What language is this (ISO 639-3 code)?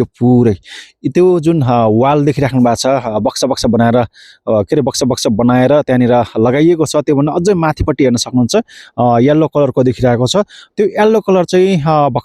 nep